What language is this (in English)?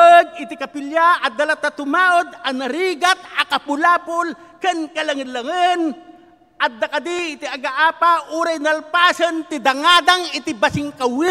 Iloko